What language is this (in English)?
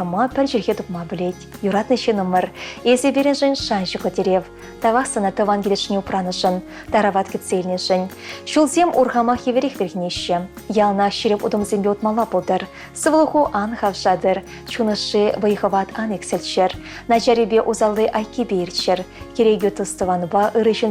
Chuvash